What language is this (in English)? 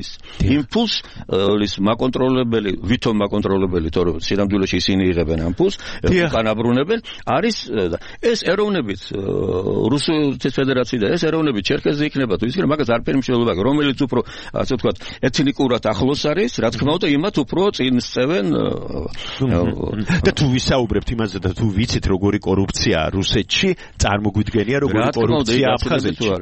Georgian